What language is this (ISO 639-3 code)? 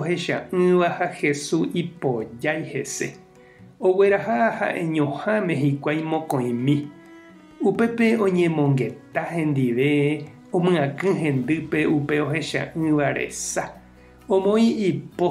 grn